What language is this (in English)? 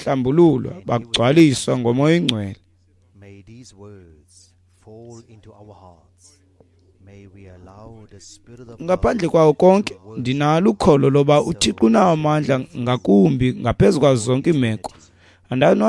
Xhosa